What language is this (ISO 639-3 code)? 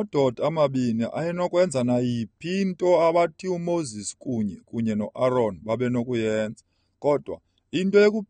xho